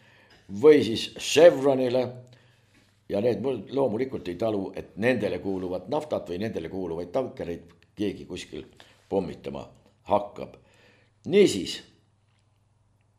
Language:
Estonian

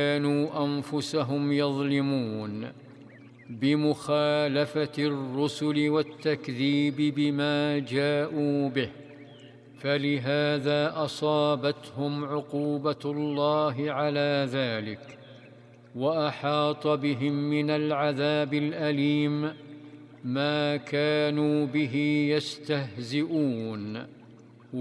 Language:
Arabic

